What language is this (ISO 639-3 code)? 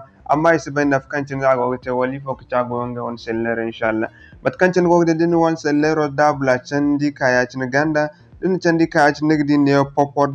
dje